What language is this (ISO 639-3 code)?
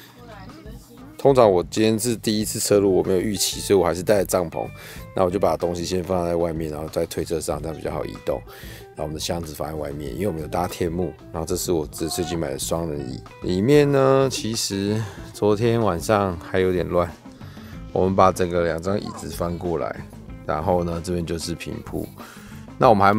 zho